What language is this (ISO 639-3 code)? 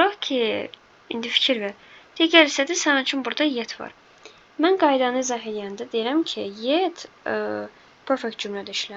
aze